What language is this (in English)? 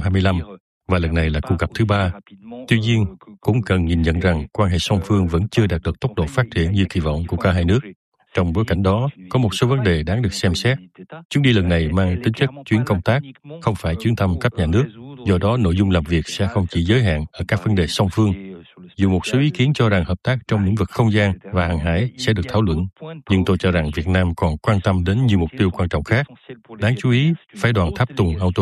Vietnamese